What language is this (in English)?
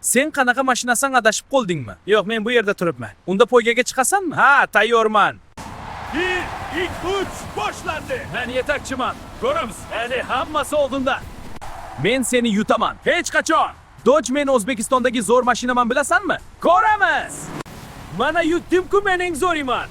Uzbek